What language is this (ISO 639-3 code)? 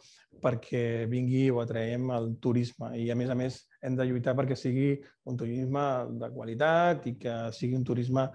cat